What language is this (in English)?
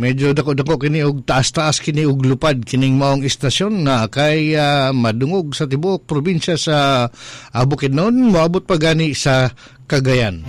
Cebuano